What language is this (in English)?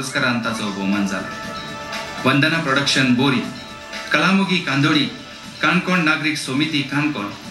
Konkani